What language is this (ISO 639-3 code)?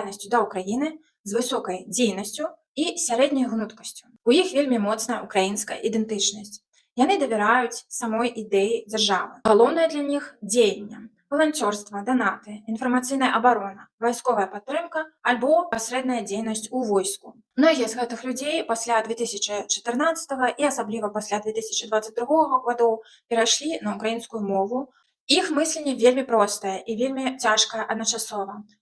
bel